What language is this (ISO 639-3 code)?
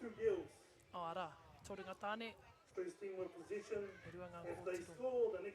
mri